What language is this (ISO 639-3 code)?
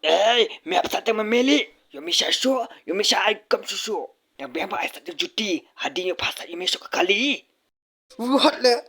kha